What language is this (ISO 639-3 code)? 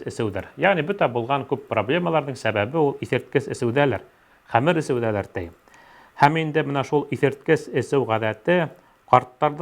bak